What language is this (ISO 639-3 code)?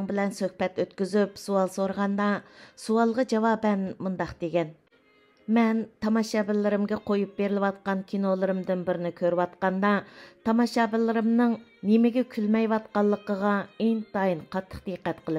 uig